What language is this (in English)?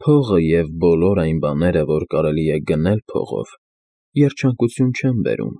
Armenian